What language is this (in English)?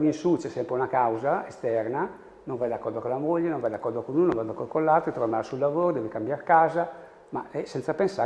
Italian